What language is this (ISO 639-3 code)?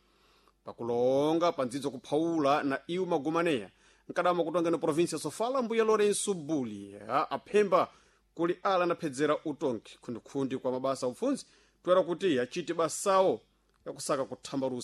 seh